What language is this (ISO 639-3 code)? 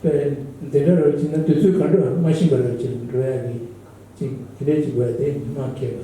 bod